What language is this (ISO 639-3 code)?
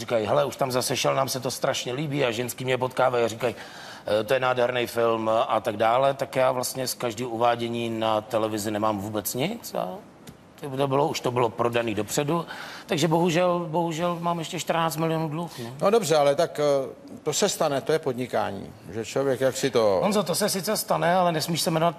ces